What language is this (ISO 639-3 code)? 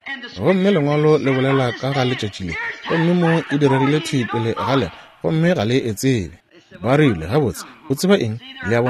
nso